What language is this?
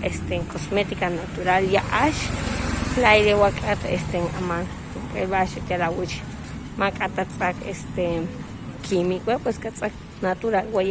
Yucateco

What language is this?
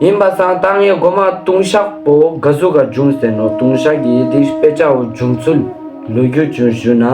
Ladakhi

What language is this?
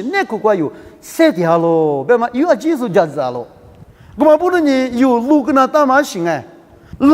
Lisu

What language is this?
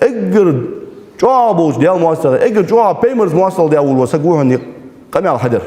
Ingush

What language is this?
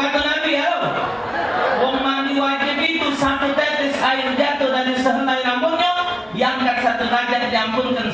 Musi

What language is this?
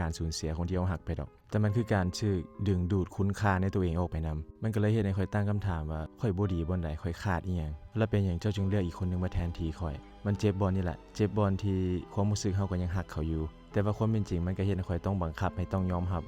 Lao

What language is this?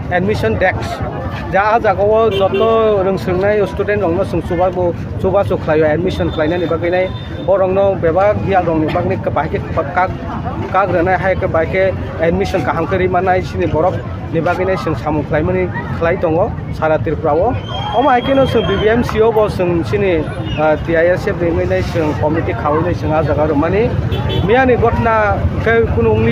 Kok Borok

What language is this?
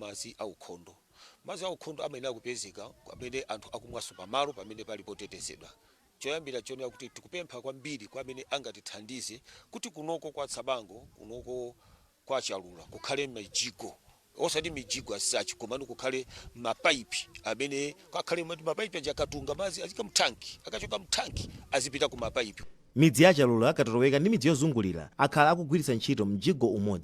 Nyanja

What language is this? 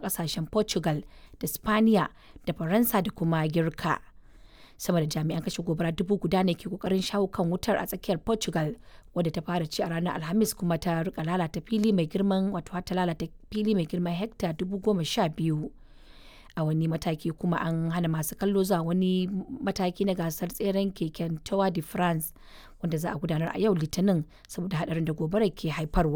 Hausa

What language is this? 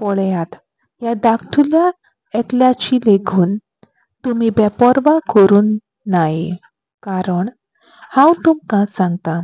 Konkani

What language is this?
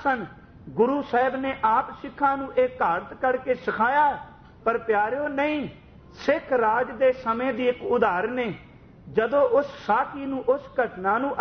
Punjabi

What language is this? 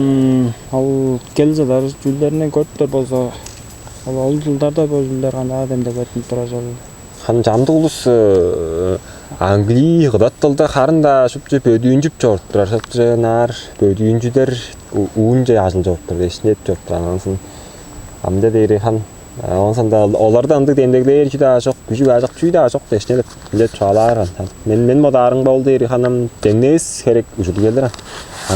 Tuvinian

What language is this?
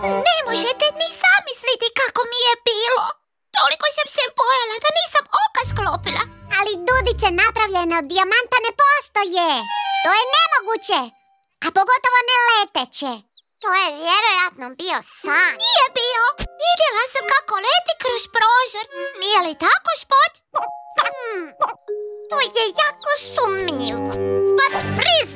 Croatian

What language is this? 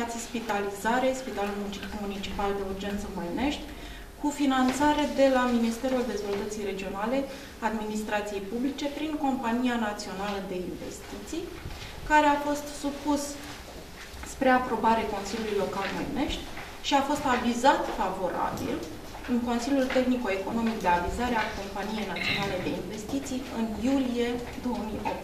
Romanian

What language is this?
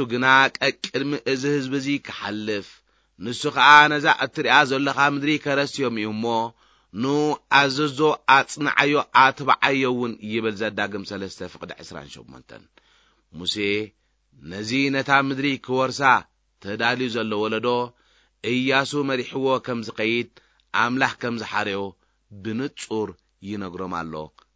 Tigrinya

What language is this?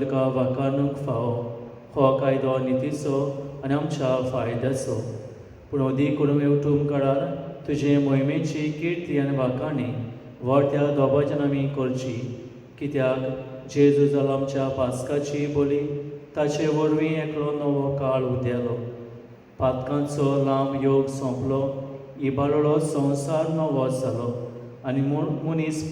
Konkani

